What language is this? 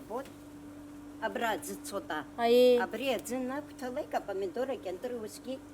Abkhazian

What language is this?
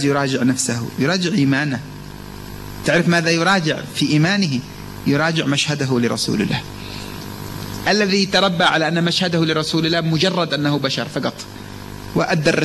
Arabic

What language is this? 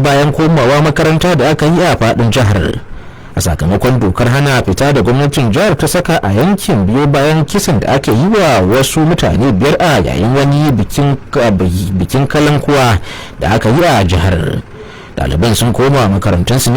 Hausa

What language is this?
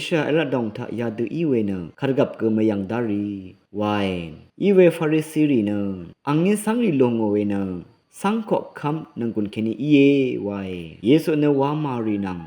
Rawang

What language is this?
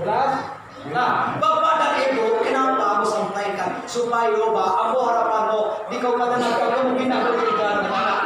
Minangkabau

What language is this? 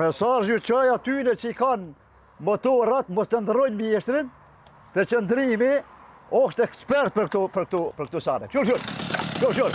Albanian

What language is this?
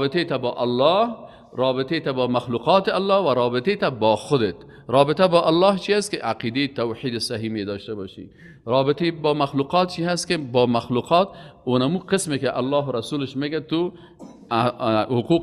Persian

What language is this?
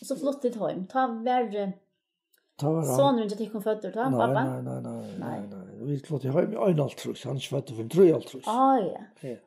Faroese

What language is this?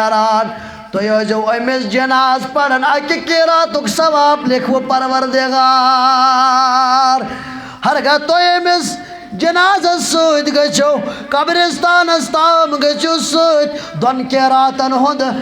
Kashmiri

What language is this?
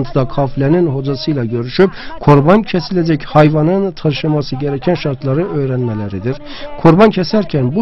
Turkish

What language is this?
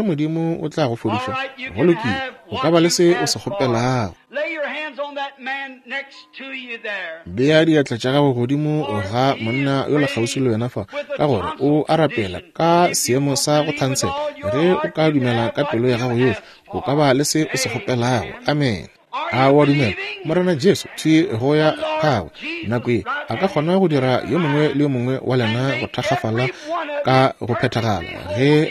Northern Sotho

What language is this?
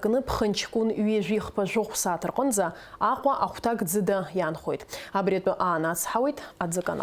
Abkhazian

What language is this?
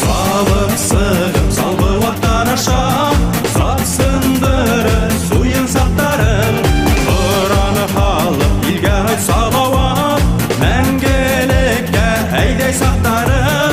Bashkir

